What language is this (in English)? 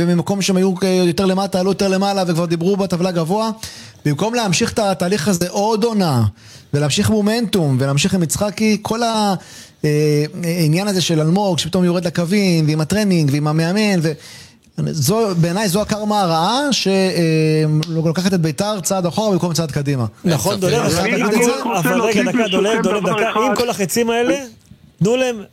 Hebrew